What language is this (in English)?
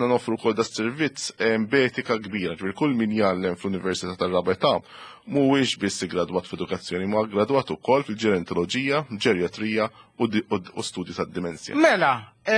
Maltese